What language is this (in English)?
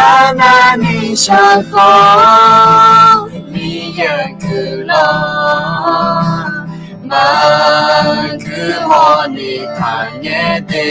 Akha